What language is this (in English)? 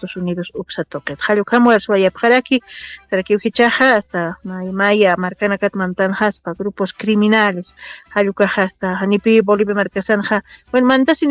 Aymara